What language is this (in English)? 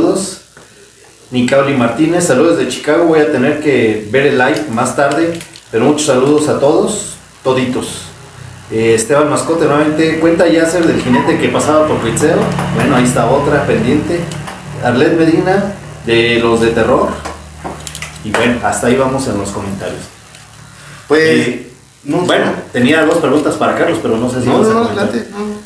Spanish